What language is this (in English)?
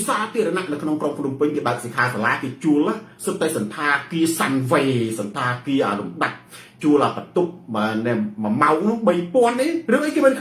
Khmer